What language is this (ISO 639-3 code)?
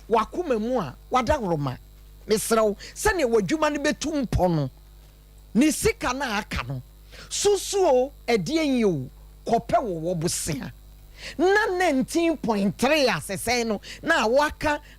aka